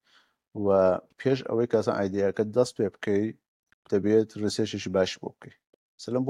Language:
Central Kurdish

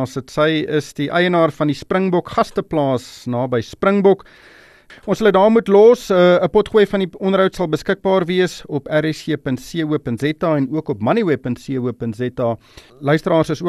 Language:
Afrikaans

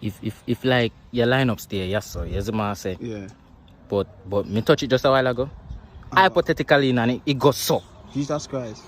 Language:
Jamaican Creole English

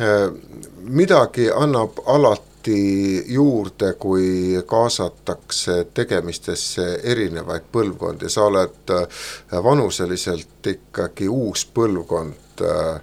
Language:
Estonian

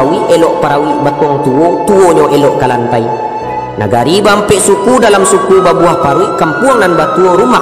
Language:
Minangkabau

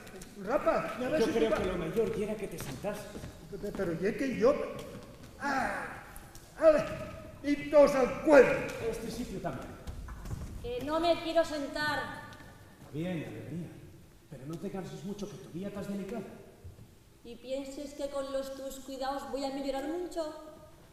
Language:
Asturian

